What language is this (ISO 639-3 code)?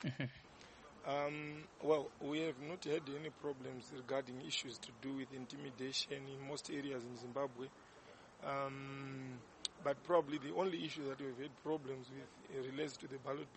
eng